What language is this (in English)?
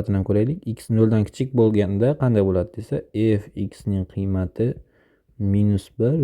Uzbek